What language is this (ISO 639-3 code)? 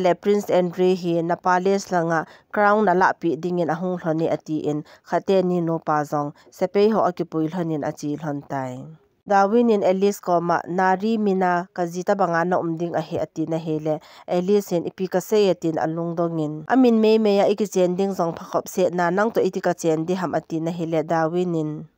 tcz